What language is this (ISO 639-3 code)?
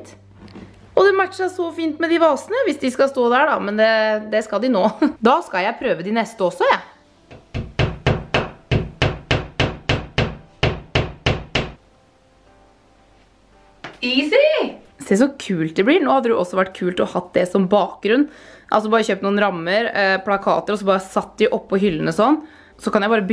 nor